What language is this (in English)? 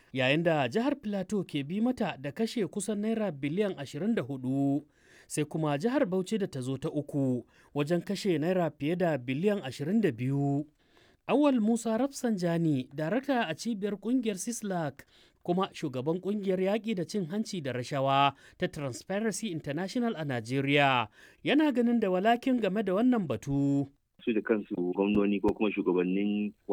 Hausa